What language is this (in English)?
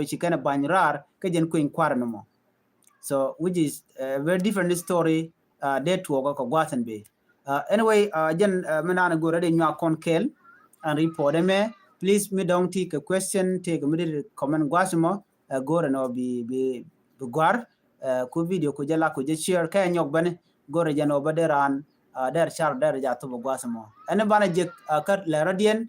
Nuer